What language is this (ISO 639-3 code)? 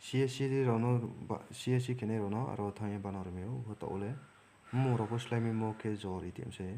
ria